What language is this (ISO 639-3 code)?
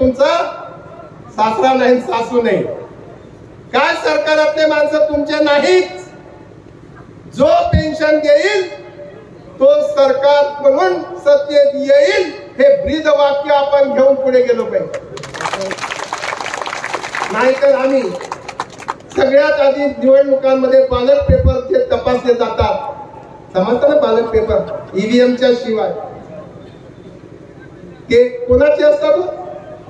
mar